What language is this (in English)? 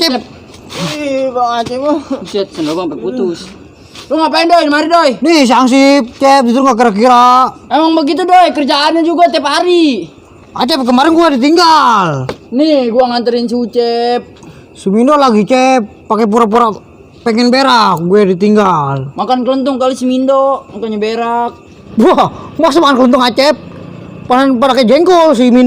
Betawi